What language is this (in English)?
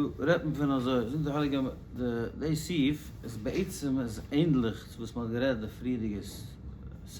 Yiddish